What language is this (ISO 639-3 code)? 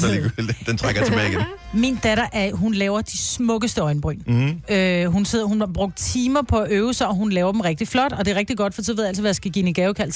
dan